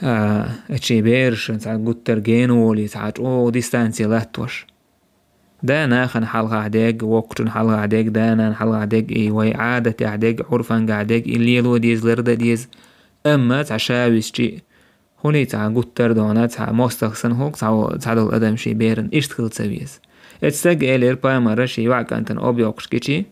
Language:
Chechen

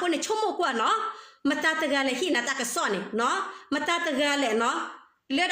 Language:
S'gaw Karen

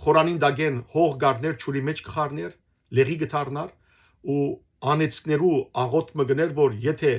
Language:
Western Armenian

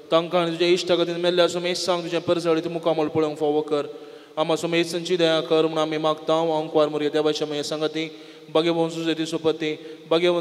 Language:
Konkani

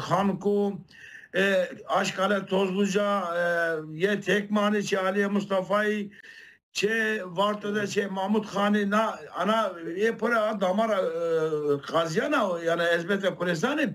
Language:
Zaza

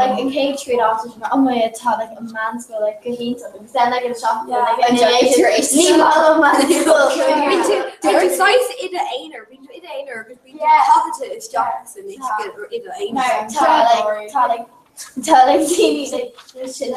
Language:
Irish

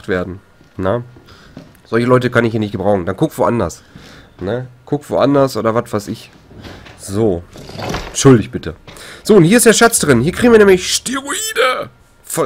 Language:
German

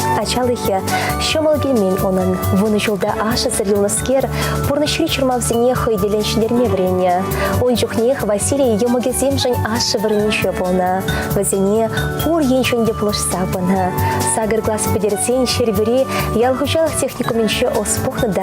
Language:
Chuvash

